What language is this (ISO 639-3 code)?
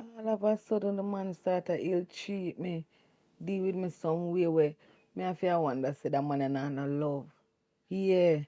jam